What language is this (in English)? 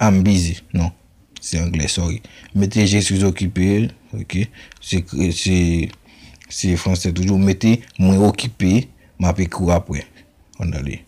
Haitian Creole